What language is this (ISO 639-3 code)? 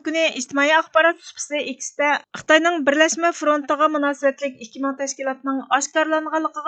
uig